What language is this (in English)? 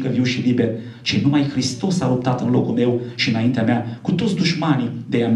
Romanian